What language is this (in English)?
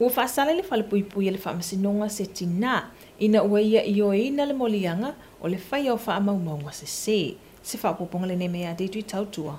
Samoan